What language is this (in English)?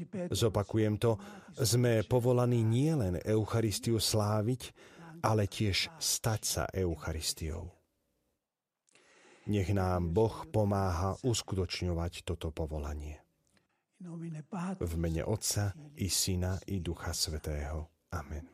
Slovak